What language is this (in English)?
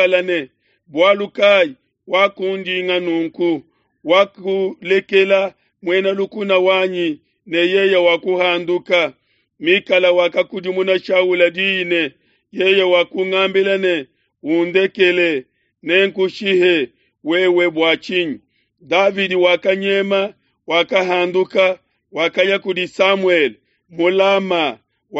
Luba-Lulua